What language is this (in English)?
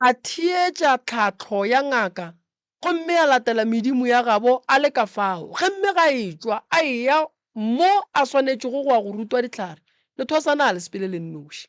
Northern Sotho